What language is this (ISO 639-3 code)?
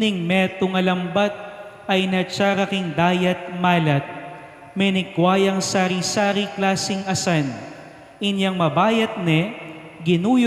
pam